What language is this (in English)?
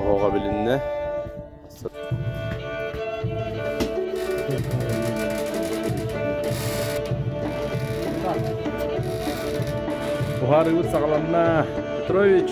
Yakut